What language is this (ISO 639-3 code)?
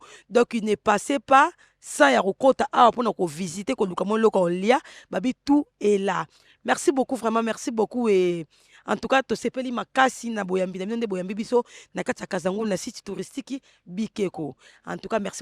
lin